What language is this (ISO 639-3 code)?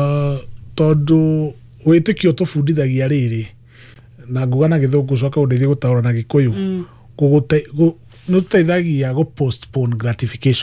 kik